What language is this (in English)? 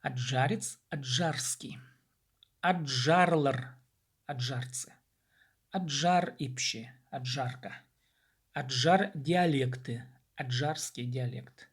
Khakas